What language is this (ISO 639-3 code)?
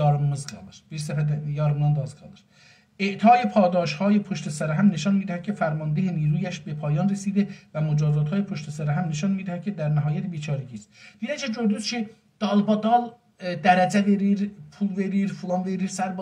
azb